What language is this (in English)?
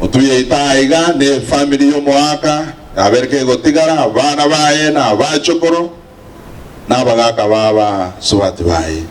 Gusii